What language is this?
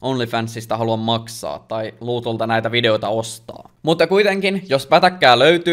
Finnish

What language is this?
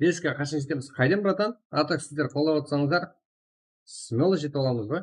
Kara-Kalpak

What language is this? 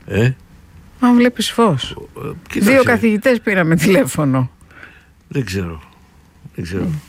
Greek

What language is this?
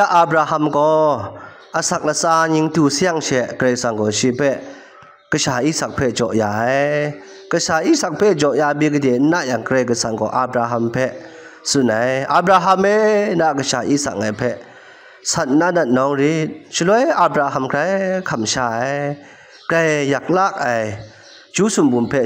Kachin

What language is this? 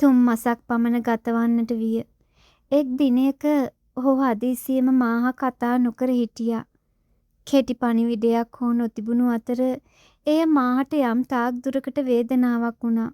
Sinhala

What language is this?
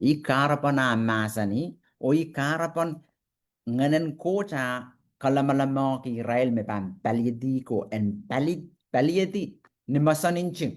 Pohnpeian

